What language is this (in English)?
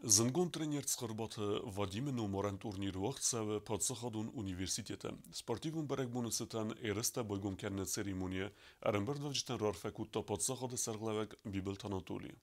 Ossetic